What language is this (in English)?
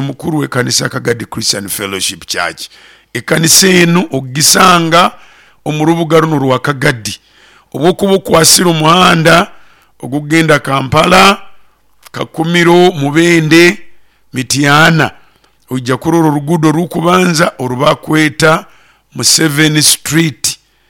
Nyoro